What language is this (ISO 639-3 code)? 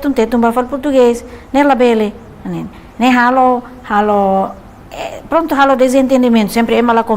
tet